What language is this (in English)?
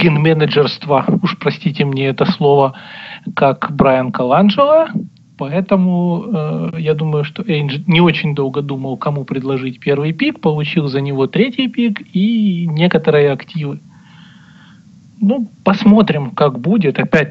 Russian